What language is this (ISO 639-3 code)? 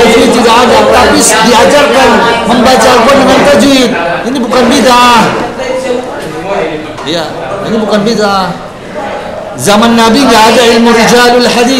ind